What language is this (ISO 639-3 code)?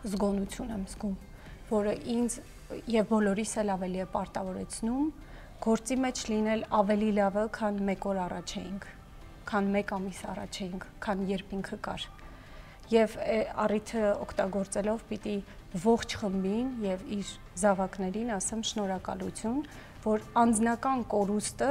hye